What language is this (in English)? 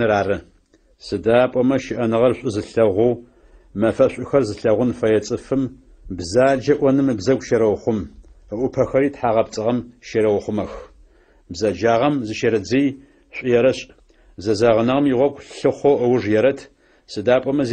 Adyghe